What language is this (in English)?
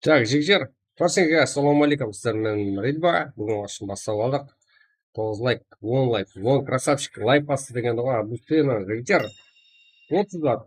Kara-Kalpak